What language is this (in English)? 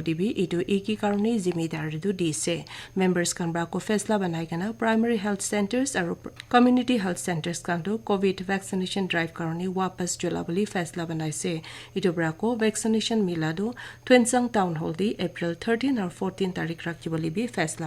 Naga Pidgin